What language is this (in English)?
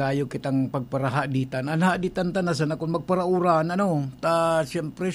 Bikol